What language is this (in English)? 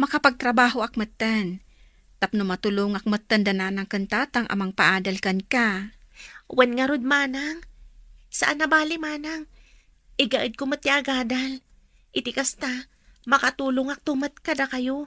Iloko